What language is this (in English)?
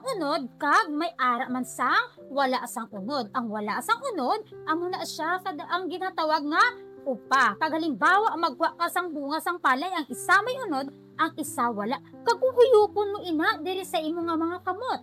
Hiligaynon